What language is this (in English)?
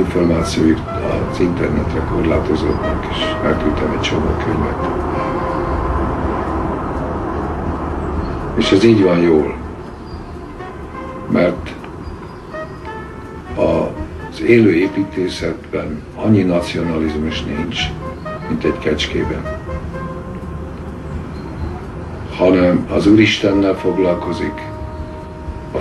Hungarian